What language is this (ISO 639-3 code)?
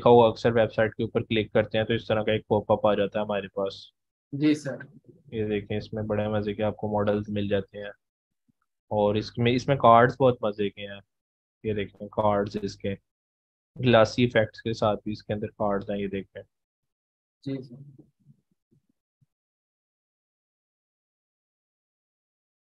hin